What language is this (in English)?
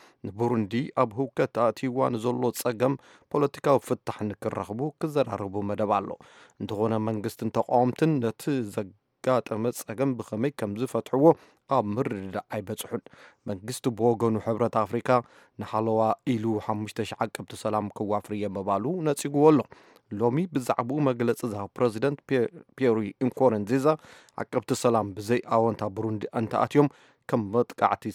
Tigrinya